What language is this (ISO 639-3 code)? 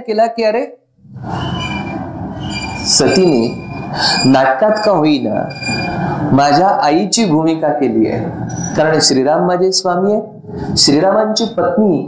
mar